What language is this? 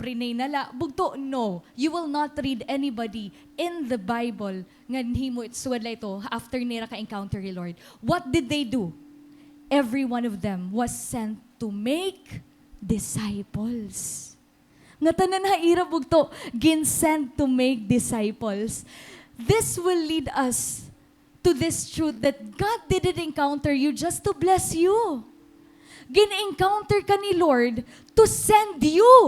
Waray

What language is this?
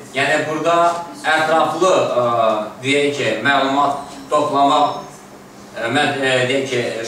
Azerbaijani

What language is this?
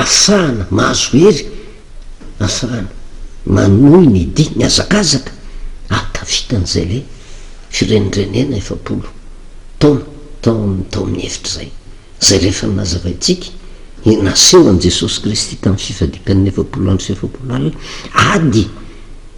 Malagasy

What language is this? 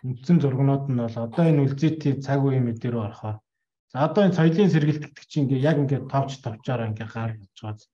Mongolian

